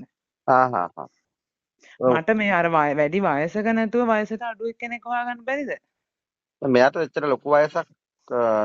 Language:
Sinhala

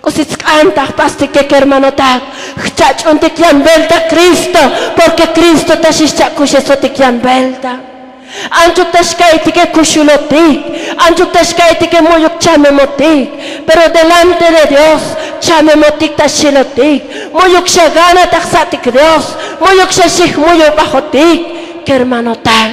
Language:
Tzotzil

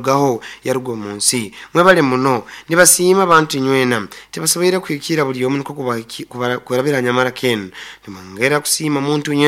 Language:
Nyoro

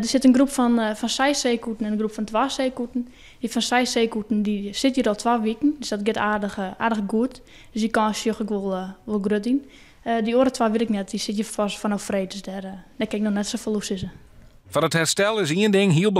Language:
Western Frisian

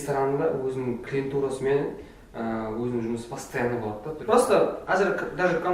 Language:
Kara-Kalpak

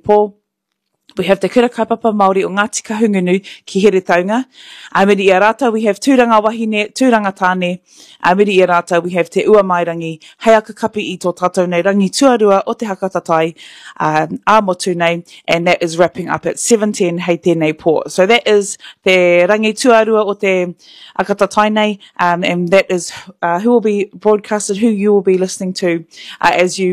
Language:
Māori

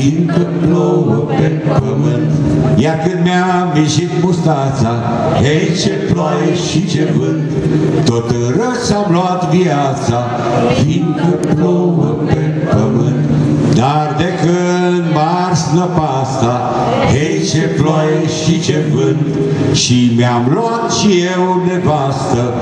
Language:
Romanian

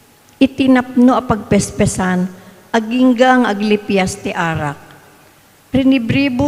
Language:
Iloko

